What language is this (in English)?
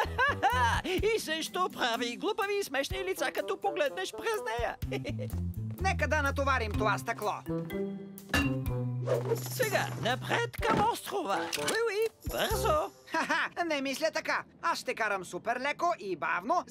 Bulgarian